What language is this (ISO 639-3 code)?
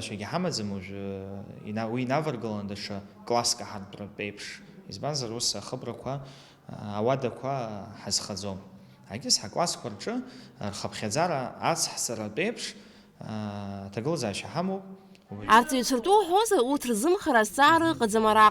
abk